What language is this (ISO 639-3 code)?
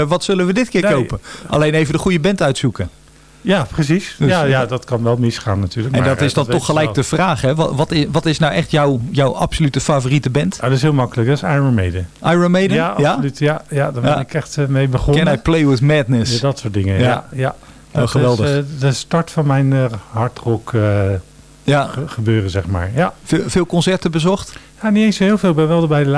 nld